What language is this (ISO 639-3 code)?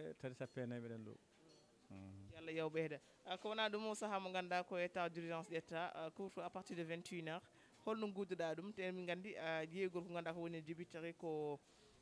ful